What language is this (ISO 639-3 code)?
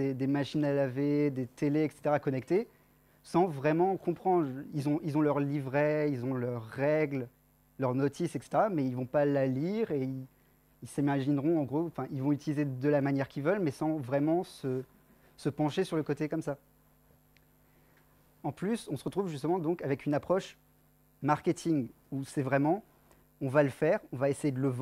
fra